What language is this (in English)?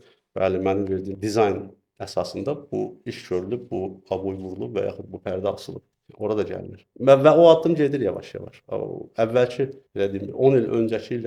Azerbaijani